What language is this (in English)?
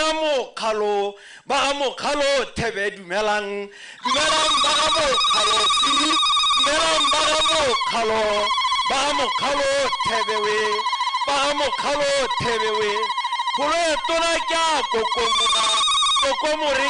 Tswana